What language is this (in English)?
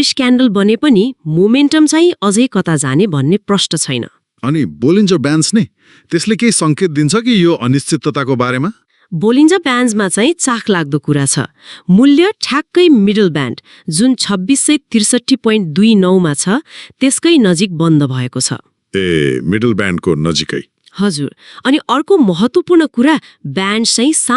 Nepali